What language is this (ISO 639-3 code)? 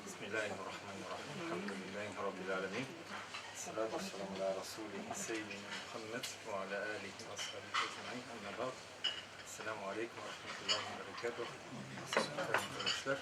tat